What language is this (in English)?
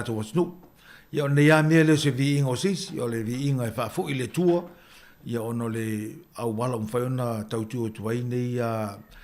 Samoan